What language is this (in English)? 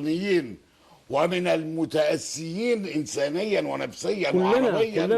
Egyptian Arabic